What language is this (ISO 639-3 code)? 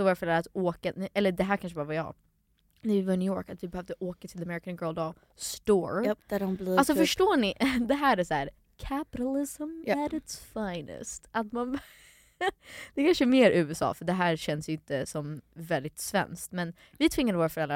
swe